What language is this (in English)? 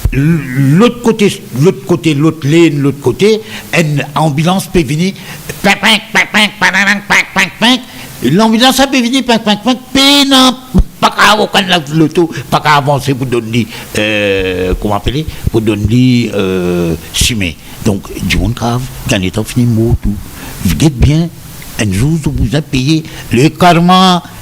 Morisyen